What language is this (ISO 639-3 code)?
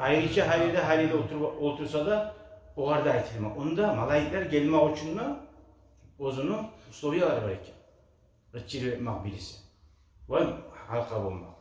kum